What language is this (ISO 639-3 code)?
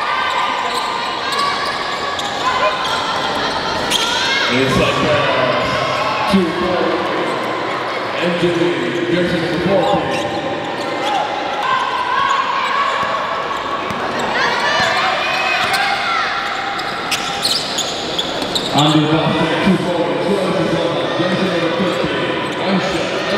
eng